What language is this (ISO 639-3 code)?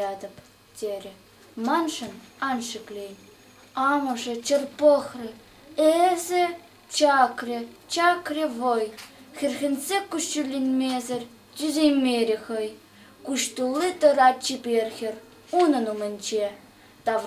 chv